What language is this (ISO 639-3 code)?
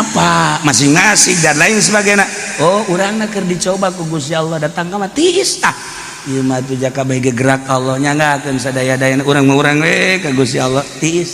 sun